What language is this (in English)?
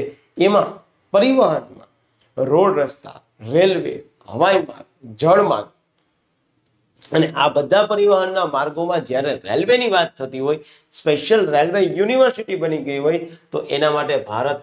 Gujarati